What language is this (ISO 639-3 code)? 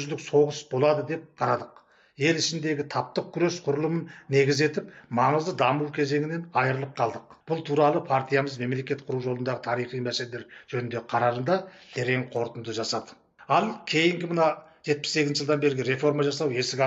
kaz